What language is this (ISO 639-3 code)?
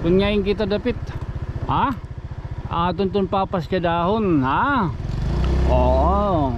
war